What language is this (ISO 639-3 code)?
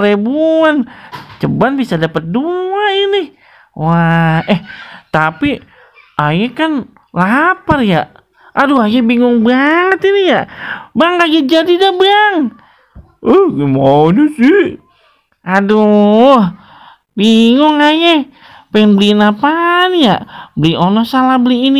bew